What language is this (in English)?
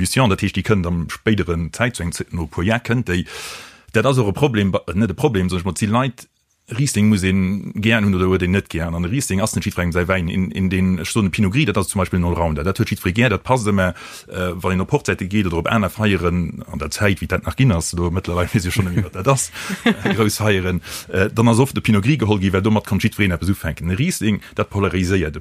Luxembourgish